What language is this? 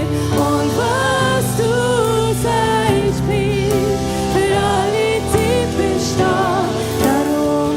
Swiss German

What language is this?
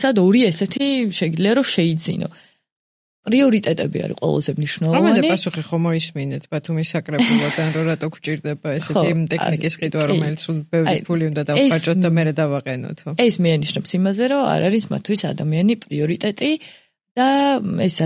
Georgian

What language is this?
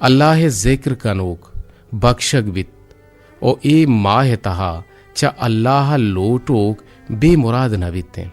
Eastern Balochi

